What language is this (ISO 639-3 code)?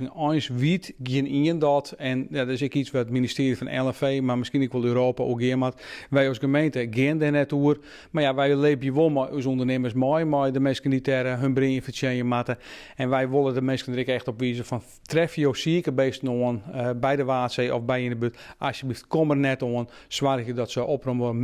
fry